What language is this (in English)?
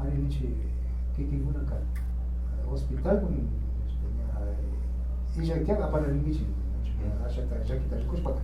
Imbabura Highland Quichua